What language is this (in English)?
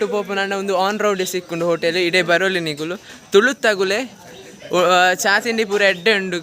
Tulu